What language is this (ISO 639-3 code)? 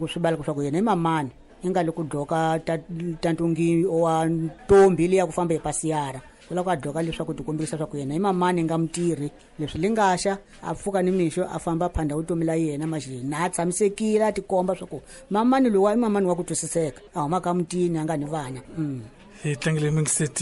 tso